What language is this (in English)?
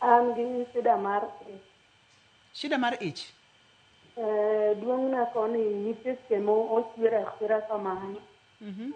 Luo (Kenya and Tanzania)